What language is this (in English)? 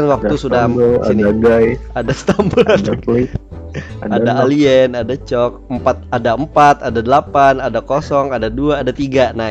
Banjar